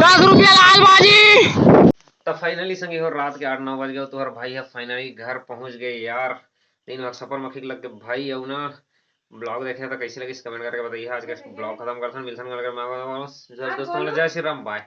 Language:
Chhattisgarhi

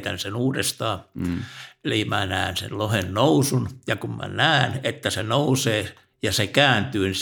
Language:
Finnish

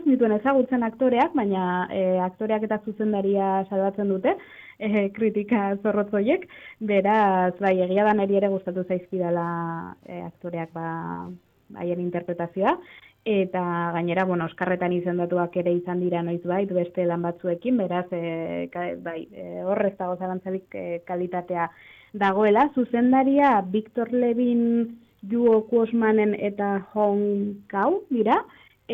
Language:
Basque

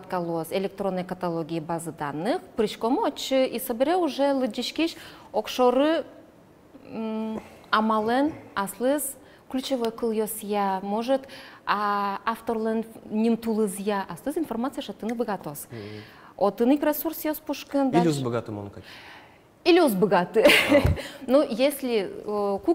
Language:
Udmurt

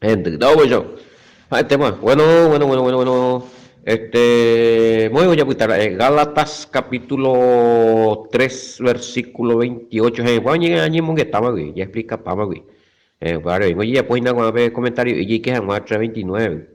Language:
Guarani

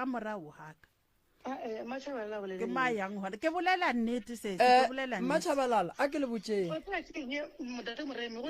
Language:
Northern Sotho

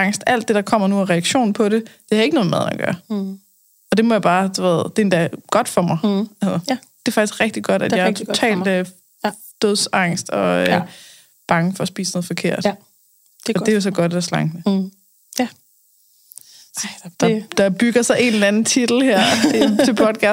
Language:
Danish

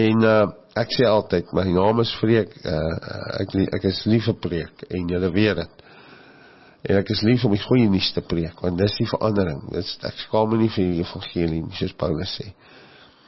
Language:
Afrikaans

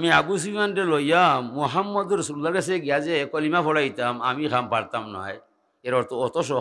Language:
Sylheti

